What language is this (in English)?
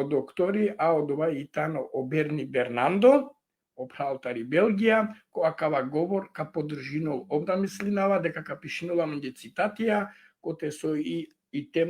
Balkan Romani